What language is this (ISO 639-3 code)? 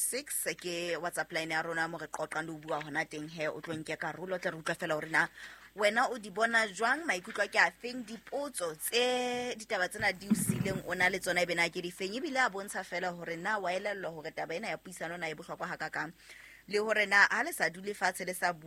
sot